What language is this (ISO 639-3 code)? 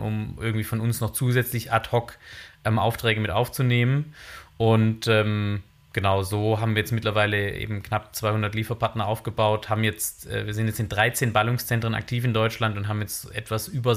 deu